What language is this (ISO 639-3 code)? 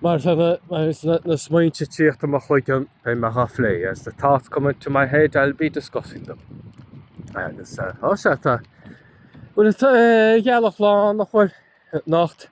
gle